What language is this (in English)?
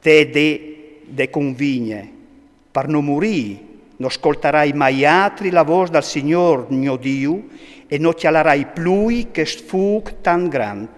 Friulian